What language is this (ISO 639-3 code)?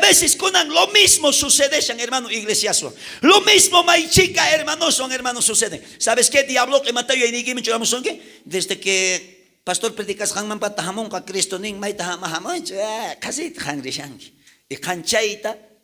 quh